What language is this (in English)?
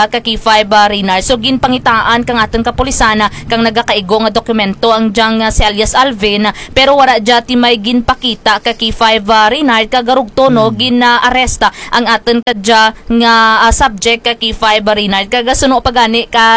Kinaray-a